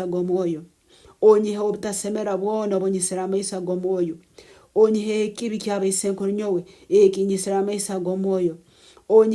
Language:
Nyankole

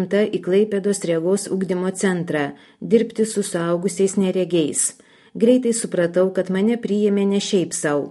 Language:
Lithuanian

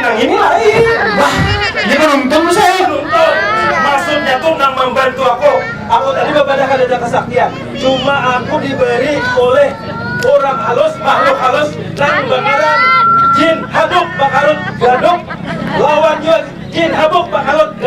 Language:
Banjar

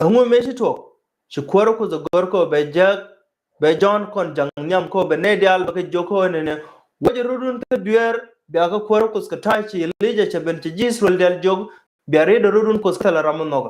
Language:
Nuer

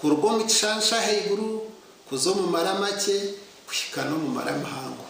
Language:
Nyankole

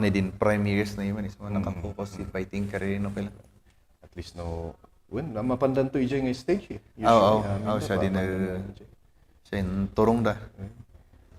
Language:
Kankanaey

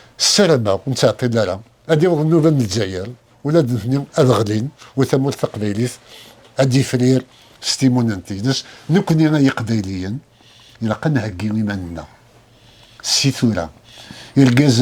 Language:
Kabyle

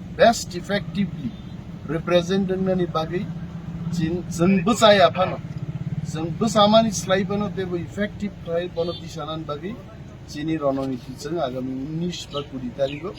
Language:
Kok Borok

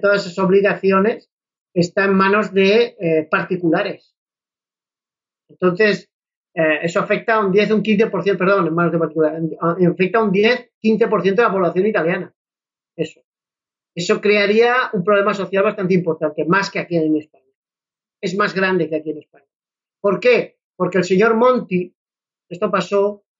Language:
Spanish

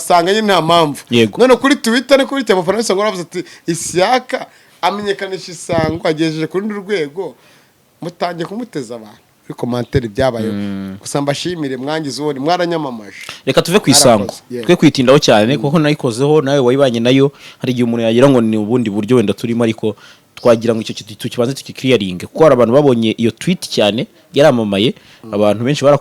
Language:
Kinyarwanda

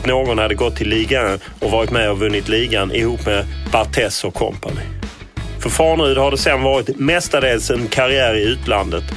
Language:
Swedish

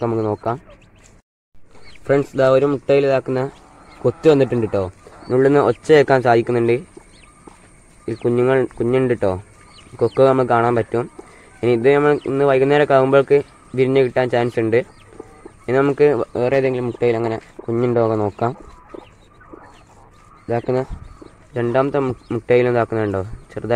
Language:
Malayalam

